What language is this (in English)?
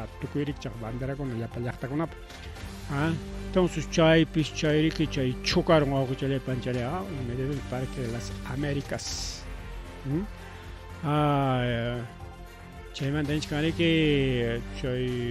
Ayacucho Quechua